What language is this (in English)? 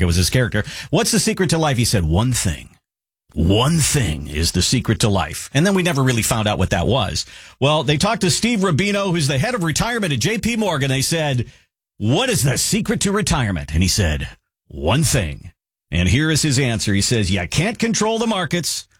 English